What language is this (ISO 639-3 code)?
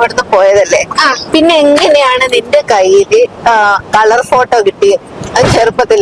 mal